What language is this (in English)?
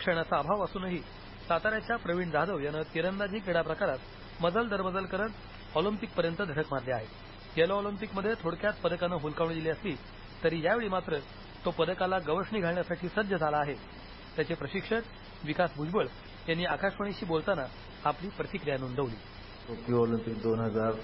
Marathi